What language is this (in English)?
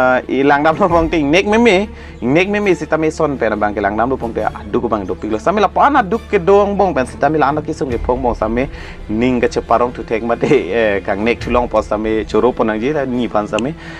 Karbi